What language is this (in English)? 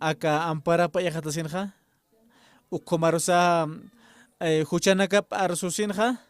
Aymara